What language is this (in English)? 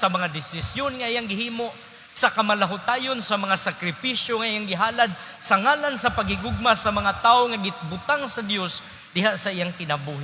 Cebuano